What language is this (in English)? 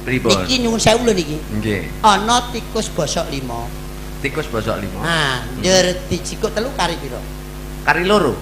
Javanese